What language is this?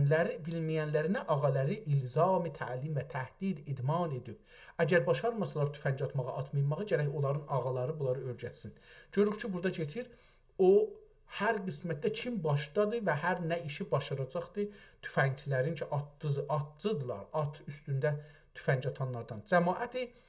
South Azerbaijani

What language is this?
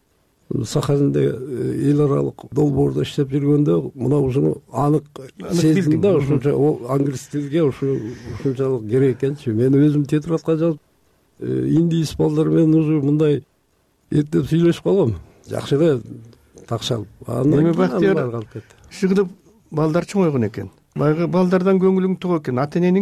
Kyrgyz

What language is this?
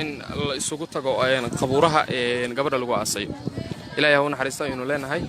Somali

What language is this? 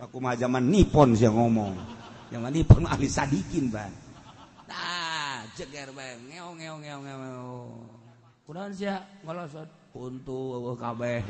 Sundanese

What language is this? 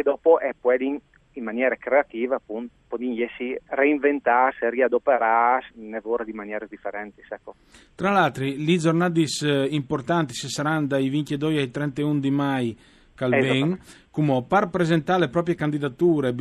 Friulian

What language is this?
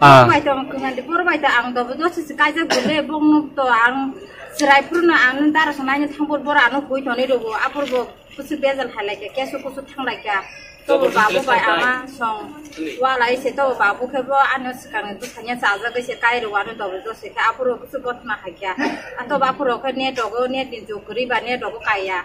Kok Borok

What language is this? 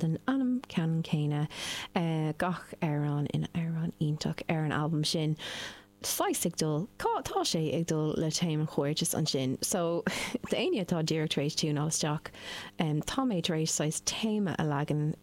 Irish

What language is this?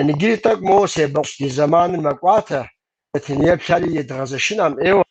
Kabardian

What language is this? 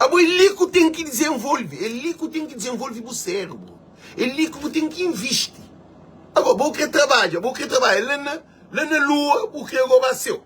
Kabuverdianu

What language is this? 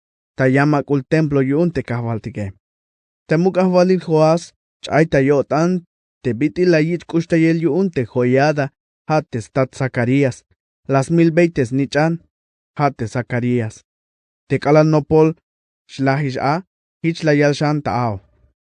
Tzeltal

